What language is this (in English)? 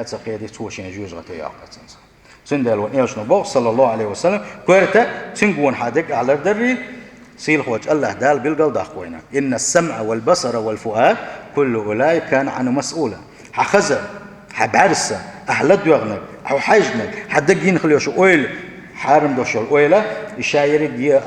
Chechen